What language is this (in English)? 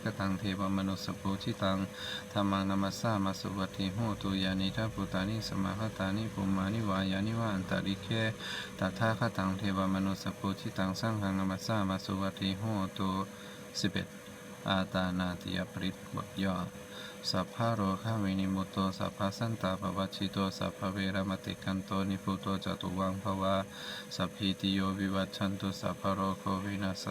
Pali